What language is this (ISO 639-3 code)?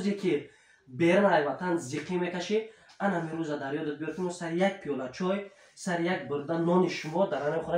tgk